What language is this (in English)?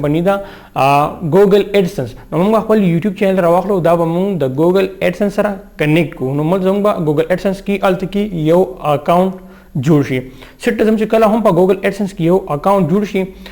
Pashto